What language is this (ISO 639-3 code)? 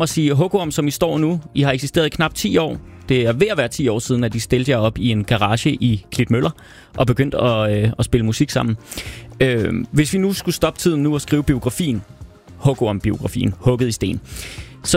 dan